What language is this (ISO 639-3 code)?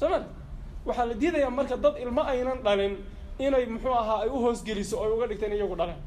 som